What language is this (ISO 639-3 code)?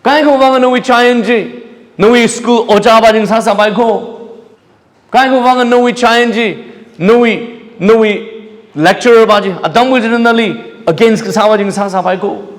nmf